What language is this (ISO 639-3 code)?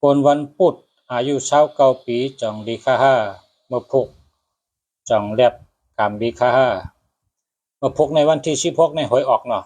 shn